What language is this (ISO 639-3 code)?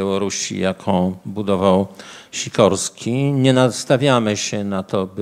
pol